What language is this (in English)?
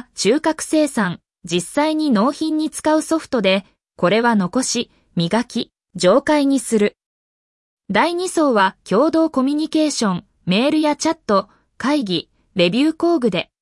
Japanese